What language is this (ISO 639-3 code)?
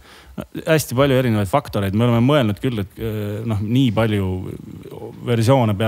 est